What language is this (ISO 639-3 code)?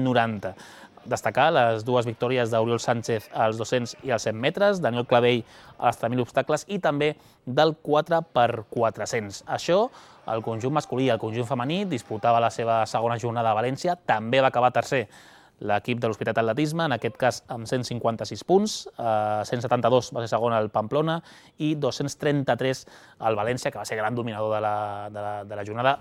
cat